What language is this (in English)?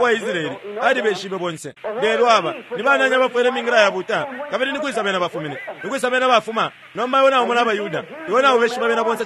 Bemba